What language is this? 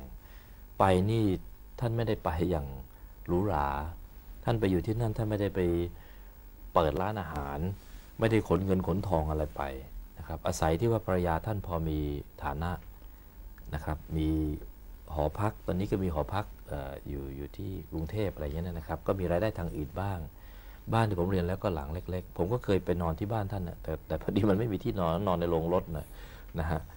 Thai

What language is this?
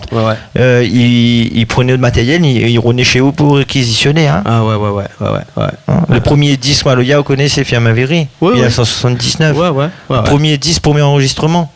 Réunion Creole French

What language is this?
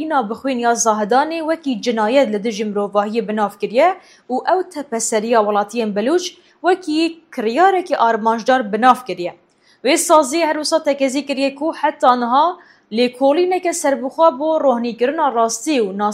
Kurdish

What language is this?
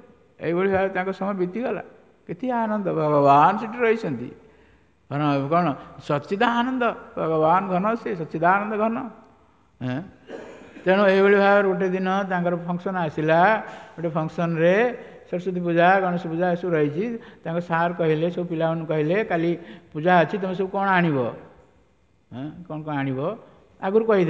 Odia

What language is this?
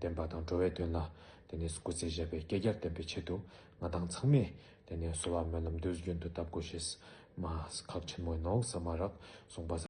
Tibetan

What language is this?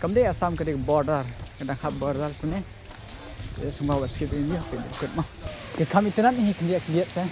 Khasi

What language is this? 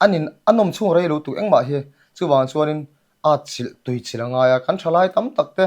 Mizo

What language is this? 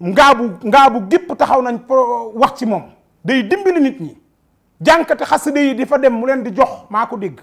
Wolof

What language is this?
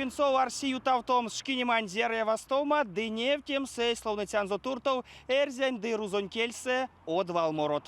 Erzya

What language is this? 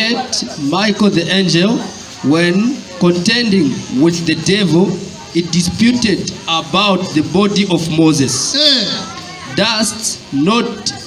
Nyanja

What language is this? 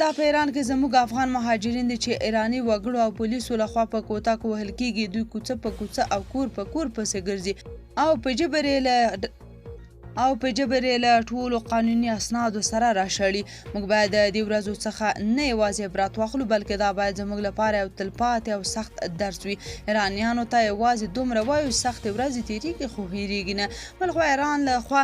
Pashto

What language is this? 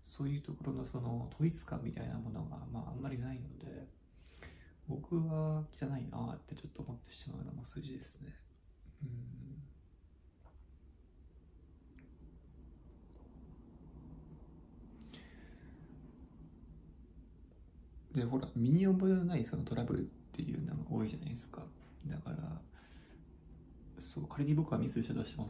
Japanese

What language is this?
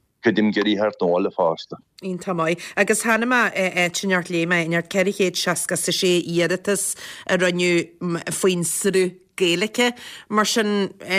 Irish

